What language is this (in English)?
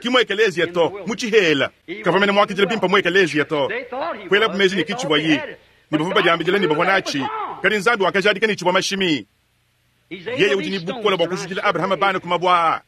Luba-Lulua